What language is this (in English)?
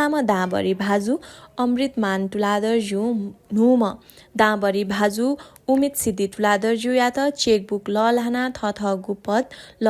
Newari